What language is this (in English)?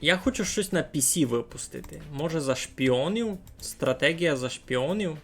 Rusyn